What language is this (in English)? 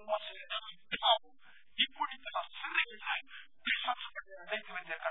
Tamil